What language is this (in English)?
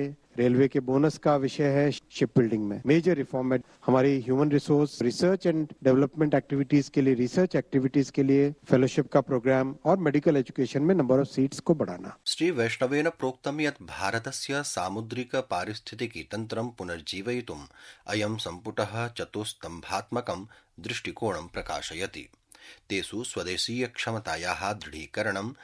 Sanskrit